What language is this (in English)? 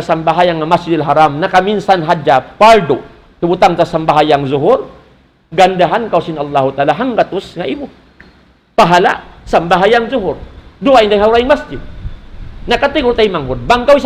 Tausug